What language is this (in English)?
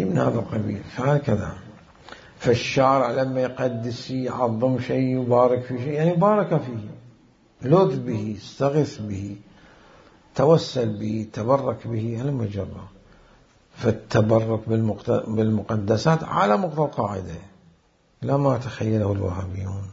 Mesopotamian Arabic